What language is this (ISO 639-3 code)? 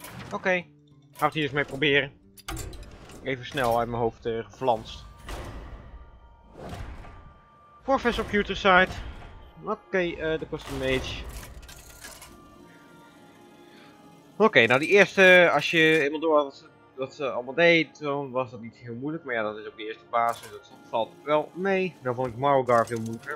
nld